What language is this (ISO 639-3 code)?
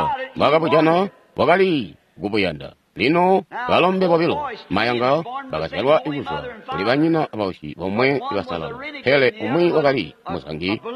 toi